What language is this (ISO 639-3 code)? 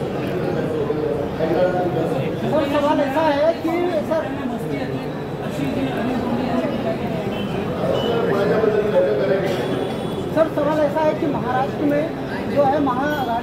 mar